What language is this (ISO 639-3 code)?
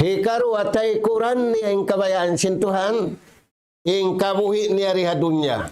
tsg